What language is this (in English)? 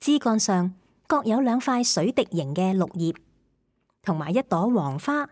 Cantonese